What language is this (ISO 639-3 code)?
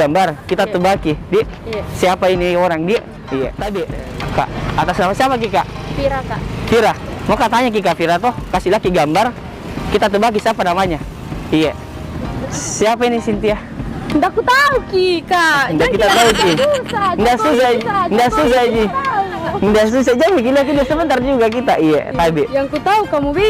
mfp